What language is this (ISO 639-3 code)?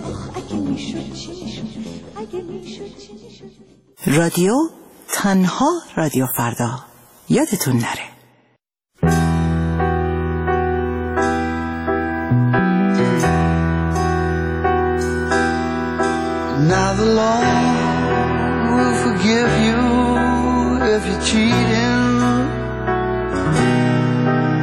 fas